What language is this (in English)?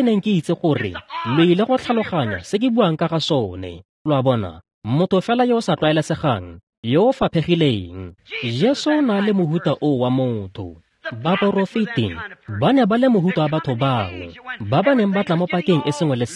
Tswana